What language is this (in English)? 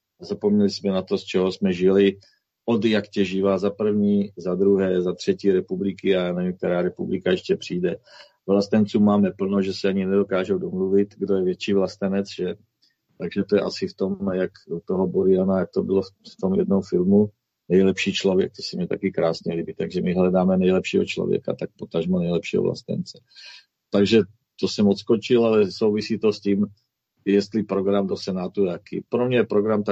Czech